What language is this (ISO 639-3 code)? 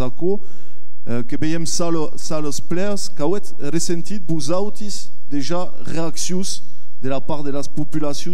oci